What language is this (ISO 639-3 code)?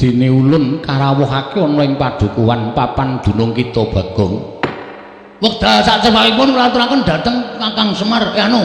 jav